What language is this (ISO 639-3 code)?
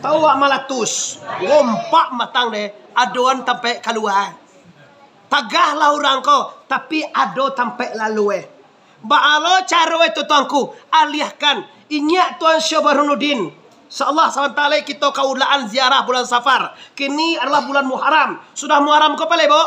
min